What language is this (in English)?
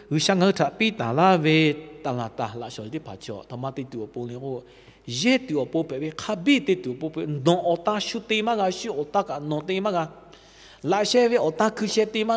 Lahu